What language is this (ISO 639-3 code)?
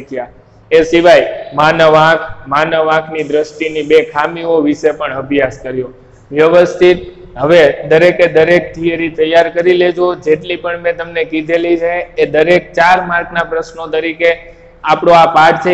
guj